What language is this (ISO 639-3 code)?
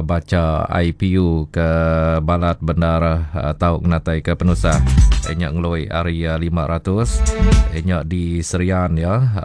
iba